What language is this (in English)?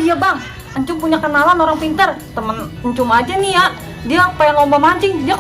Betawi